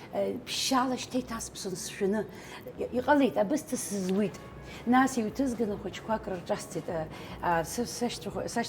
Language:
Abkhazian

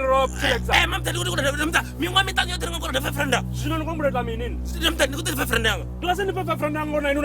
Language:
Venda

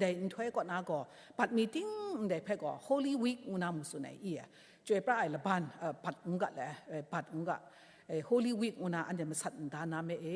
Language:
Kachin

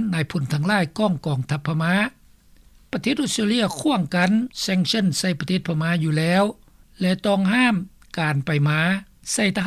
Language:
Lao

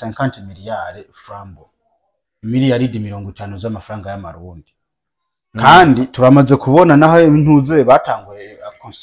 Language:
Rundi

